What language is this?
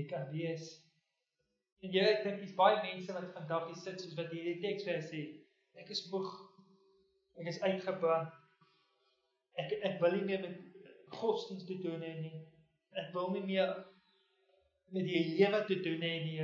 Afrikaans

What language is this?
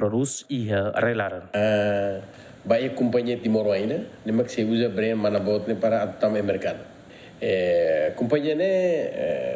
Tetum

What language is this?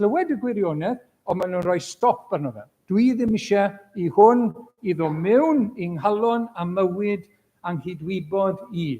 Welsh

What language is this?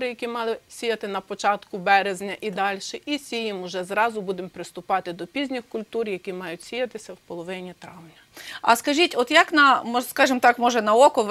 Ukrainian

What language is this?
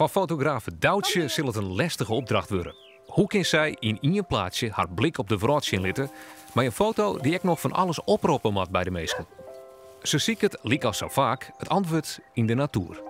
Western Frisian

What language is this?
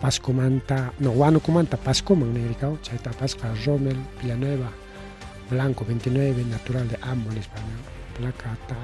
Ayacucho Quechua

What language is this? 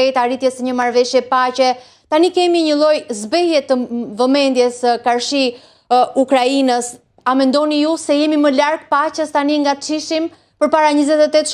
Albanian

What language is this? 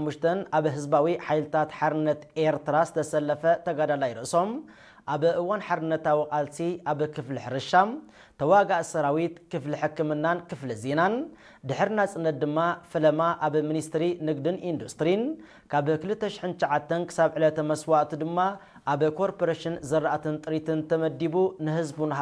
Tigrinya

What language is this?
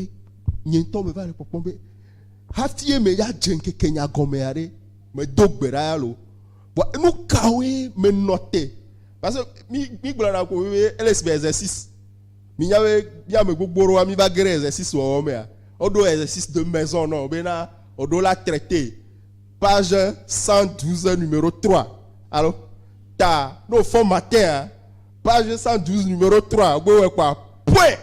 Ewe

